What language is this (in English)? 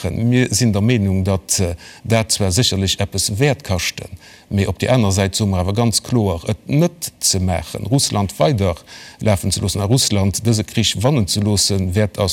Luxembourgish